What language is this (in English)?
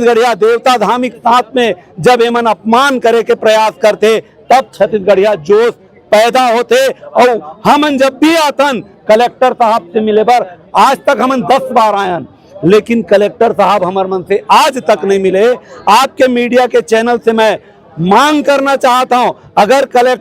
Chhattisgarhi